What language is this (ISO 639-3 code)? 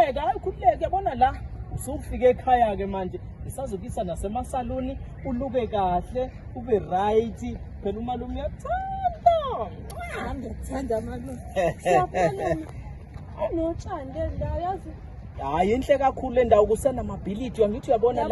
zul